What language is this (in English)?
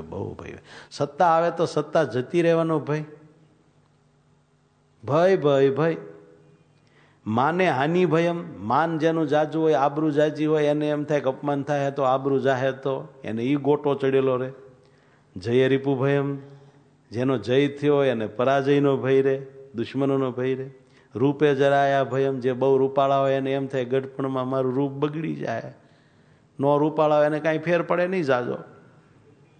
Gujarati